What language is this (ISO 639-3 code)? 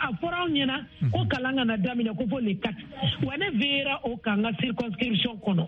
bam